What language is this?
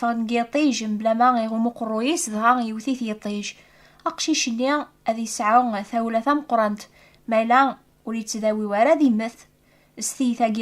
Kabyle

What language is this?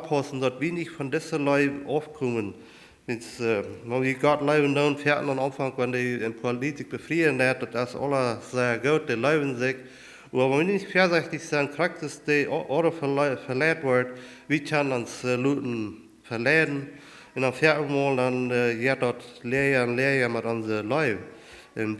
Plautdietsch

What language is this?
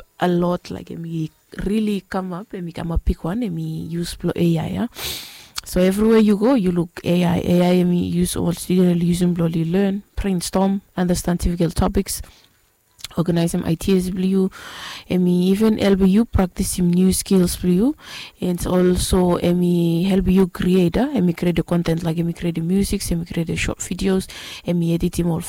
Bislama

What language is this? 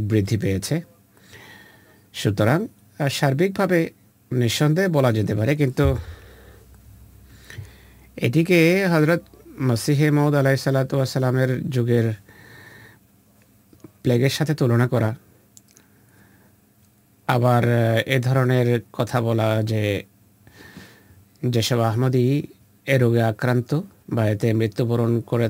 Bangla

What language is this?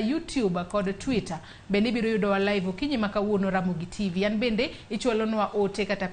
Luo (Kenya and Tanzania)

